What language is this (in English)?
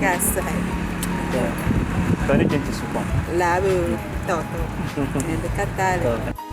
Dagbani